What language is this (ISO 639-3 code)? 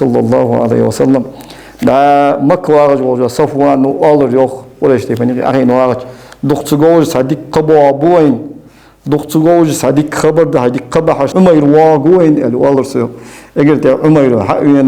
inh